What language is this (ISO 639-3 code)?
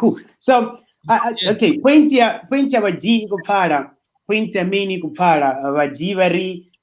ven